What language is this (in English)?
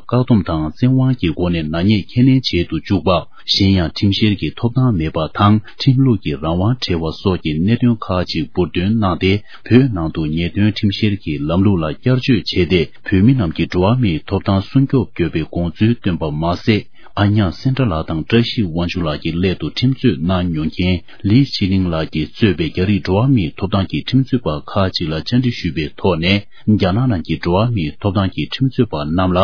Tibetan